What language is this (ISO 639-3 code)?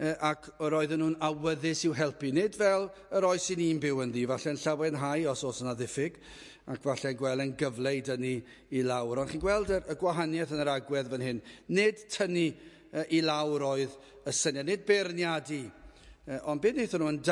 cym